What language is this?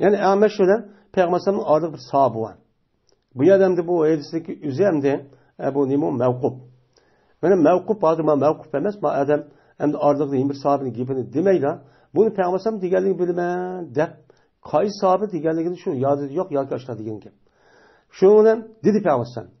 Uyghur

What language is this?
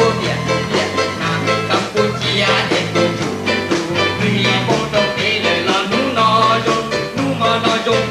Hmong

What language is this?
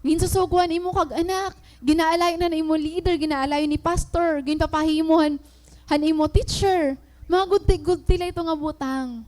Waray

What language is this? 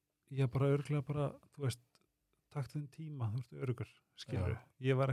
Icelandic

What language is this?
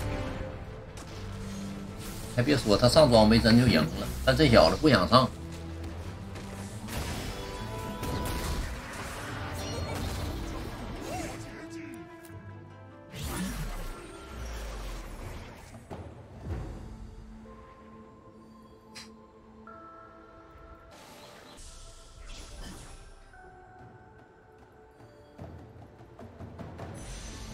Chinese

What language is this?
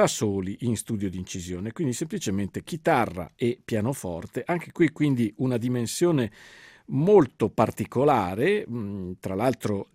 Italian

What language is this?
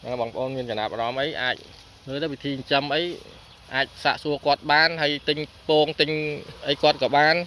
Khmer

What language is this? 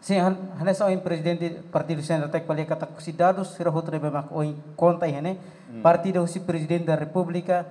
Tetum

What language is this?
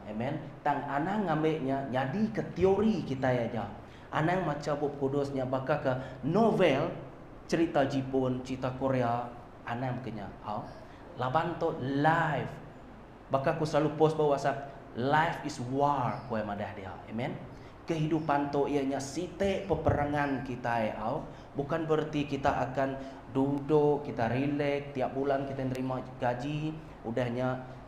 Iban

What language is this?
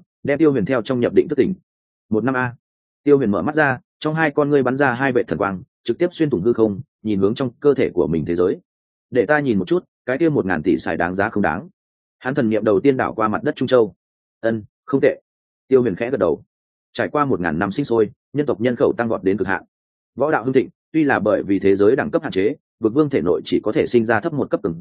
Vietnamese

